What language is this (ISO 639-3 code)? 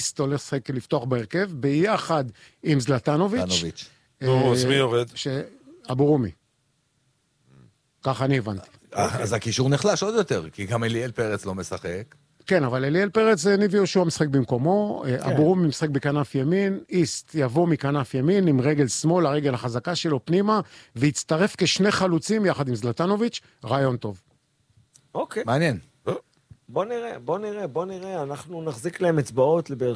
heb